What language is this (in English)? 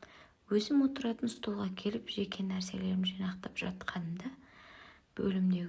Kazakh